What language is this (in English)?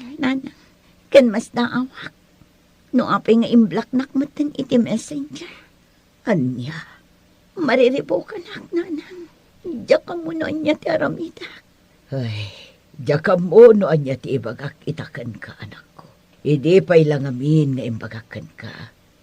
Iloko